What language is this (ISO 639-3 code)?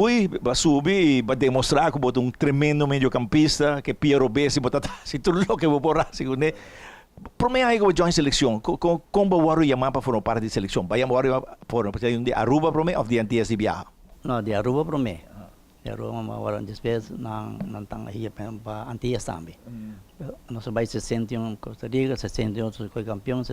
pap